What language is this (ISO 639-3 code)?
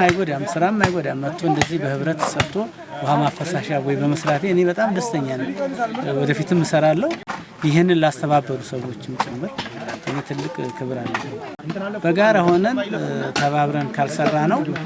amh